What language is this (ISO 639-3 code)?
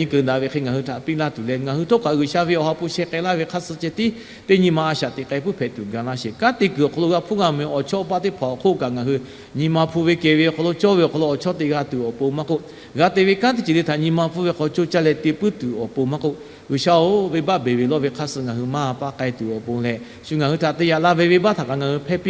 lhu